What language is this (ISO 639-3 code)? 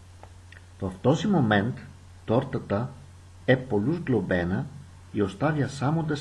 bul